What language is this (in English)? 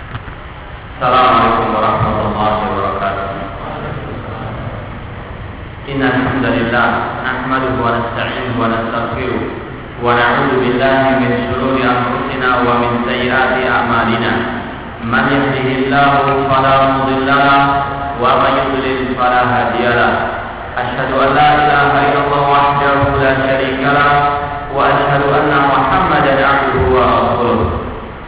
Indonesian